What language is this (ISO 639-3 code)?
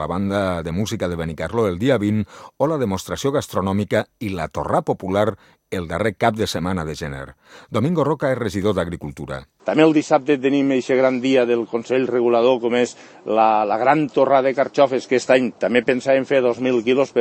cat